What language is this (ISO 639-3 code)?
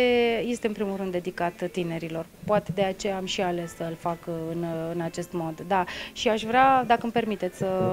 ron